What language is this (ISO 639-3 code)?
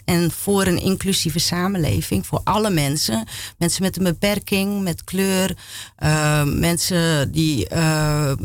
nld